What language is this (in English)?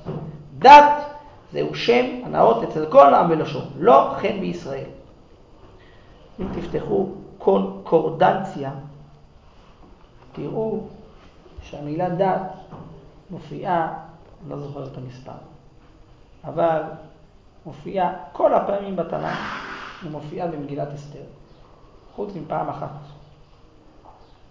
Hebrew